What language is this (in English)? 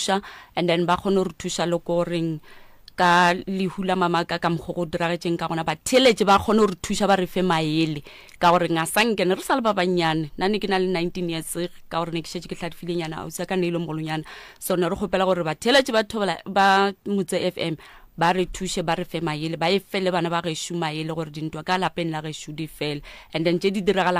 Northern Sotho